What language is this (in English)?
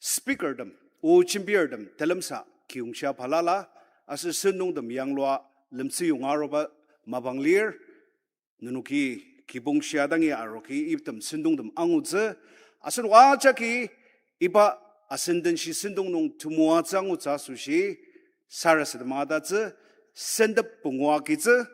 Ao Naga